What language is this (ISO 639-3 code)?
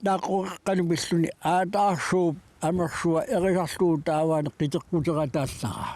kal